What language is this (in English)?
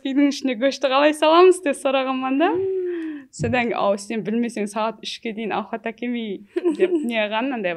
Kara-Kalpak